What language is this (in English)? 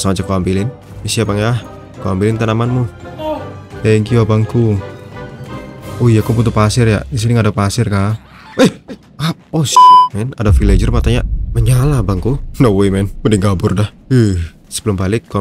Indonesian